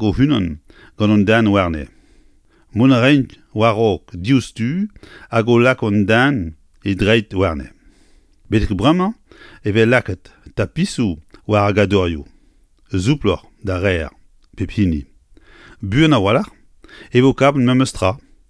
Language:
Breton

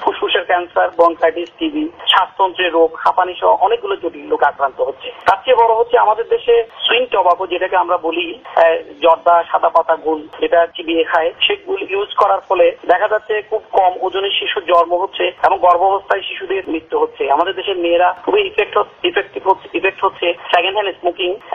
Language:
Bangla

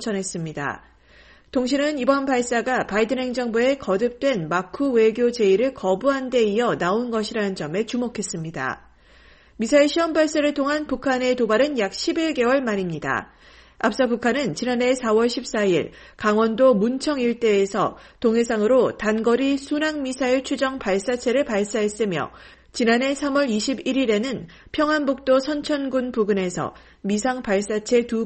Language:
Korean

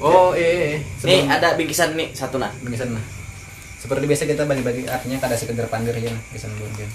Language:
Banjar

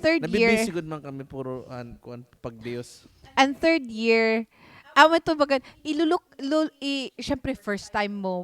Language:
Waray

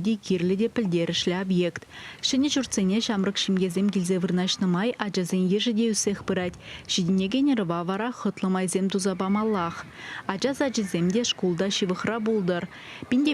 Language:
Chuvash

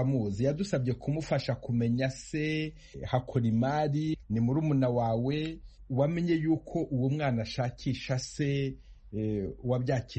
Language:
Kinyarwanda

